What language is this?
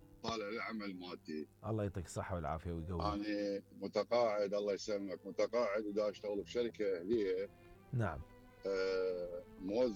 Mesopotamian Arabic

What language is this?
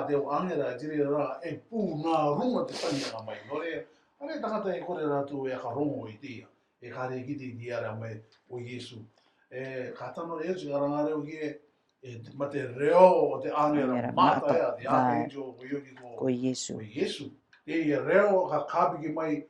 Rarotongan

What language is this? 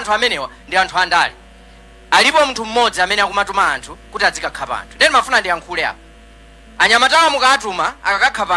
Nyanja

